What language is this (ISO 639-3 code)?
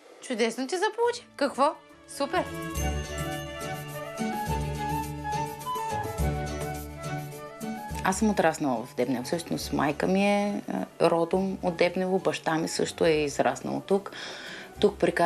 bul